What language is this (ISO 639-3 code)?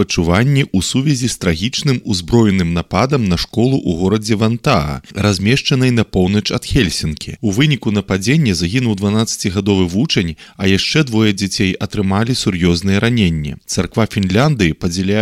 bel